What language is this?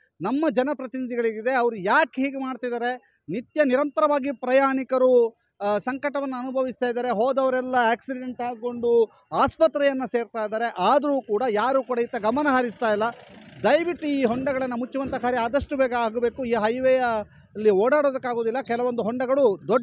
Kannada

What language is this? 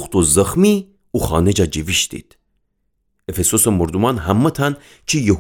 Gilaki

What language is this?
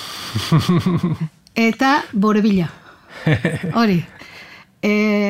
Basque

